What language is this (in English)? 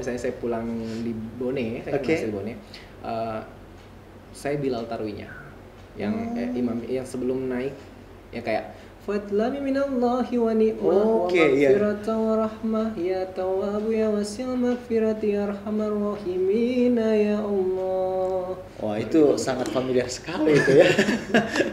Indonesian